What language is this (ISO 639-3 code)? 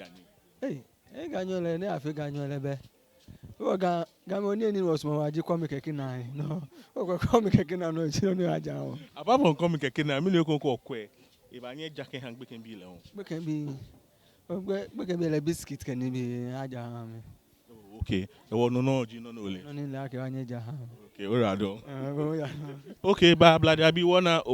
gaa